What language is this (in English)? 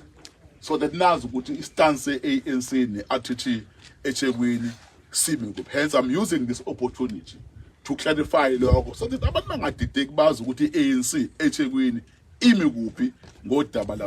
Zulu